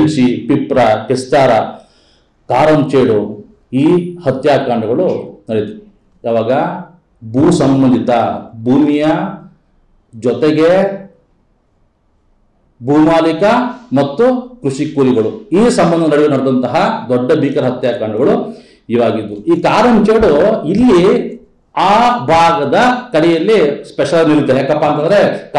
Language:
Kannada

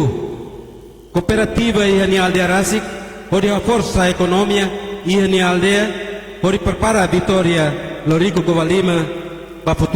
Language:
Tetum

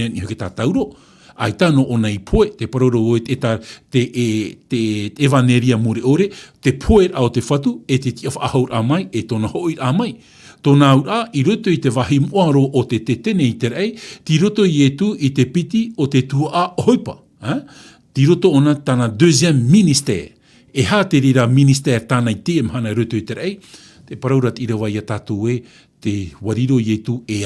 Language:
Tahitian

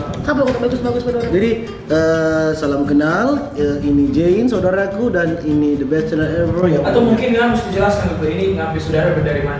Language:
Manado Malay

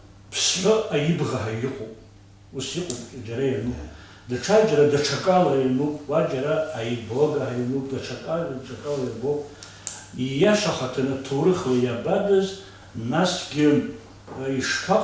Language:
Abkhazian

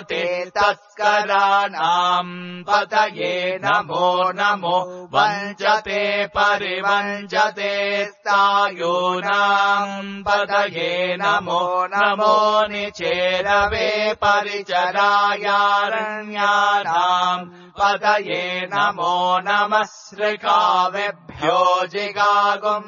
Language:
Sanskrit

